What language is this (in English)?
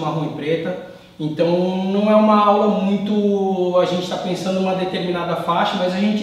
Portuguese